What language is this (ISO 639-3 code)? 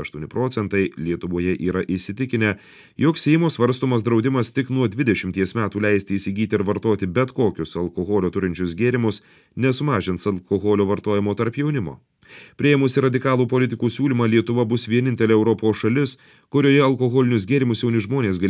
lit